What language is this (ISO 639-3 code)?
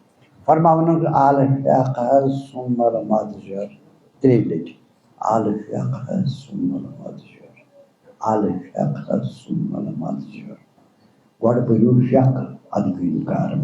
kas